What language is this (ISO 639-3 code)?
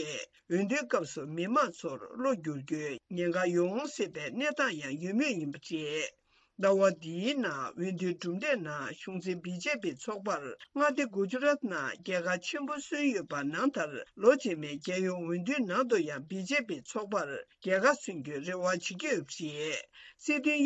bod